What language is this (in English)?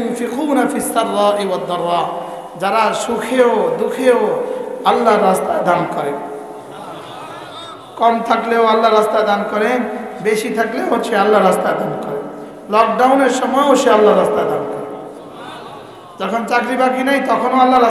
Bangla